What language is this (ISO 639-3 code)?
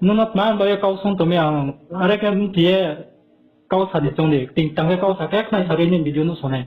ria